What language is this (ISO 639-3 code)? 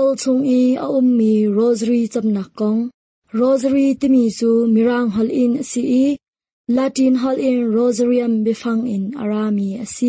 cnh